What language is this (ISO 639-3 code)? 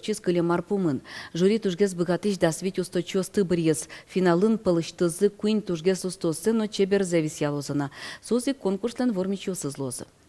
udm